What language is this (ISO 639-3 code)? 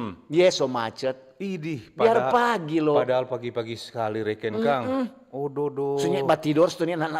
xmm